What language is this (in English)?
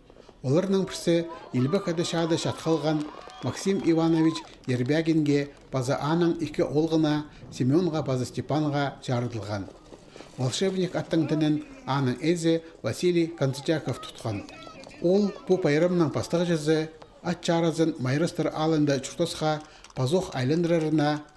Khakas